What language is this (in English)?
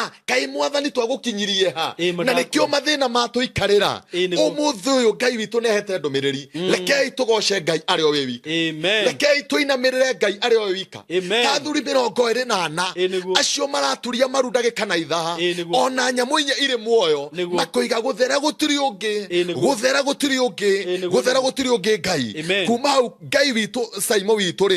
Kikuyu